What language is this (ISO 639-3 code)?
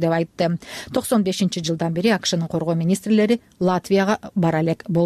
kir